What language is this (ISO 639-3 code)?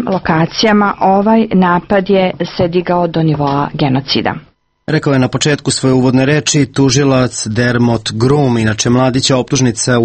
srp